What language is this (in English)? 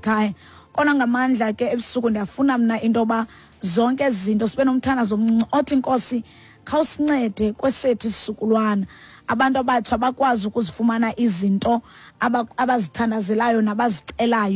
Xhosa